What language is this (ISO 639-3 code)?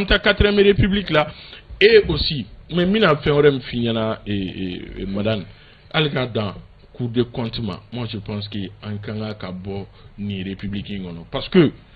bam